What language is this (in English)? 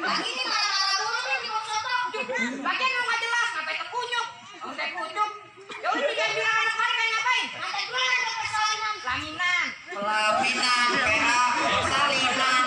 Betawi